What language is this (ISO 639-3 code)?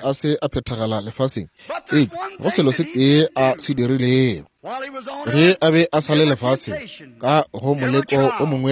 nso